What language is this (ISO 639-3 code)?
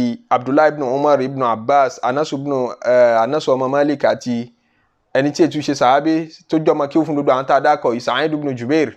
yor